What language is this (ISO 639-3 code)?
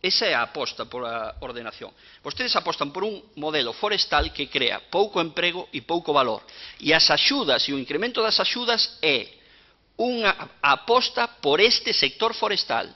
glg